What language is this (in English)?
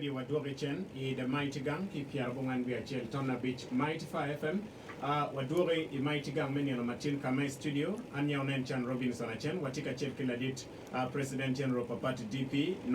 Acoli